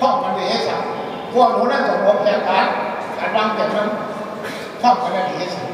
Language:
Shan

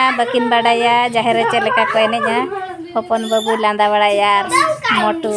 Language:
Santali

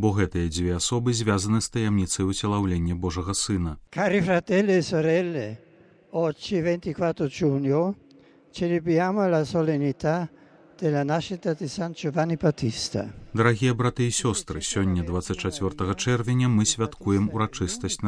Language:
Belarusian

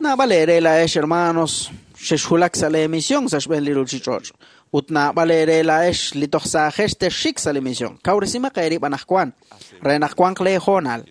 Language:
Kekchí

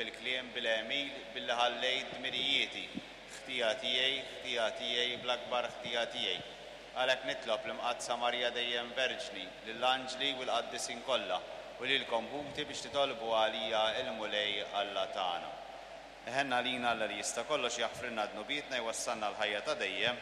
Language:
Maltese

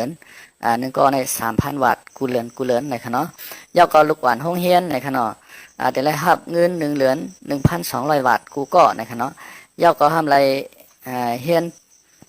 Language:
Shan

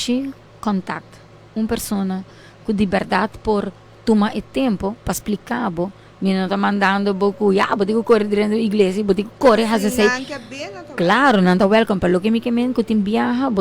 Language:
Papiamento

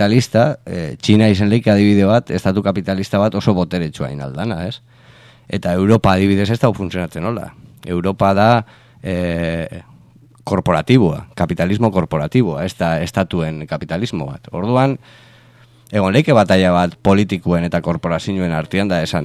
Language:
Basque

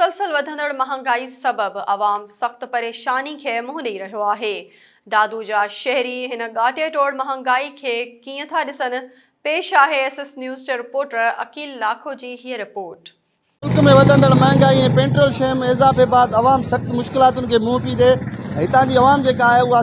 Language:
Sindhi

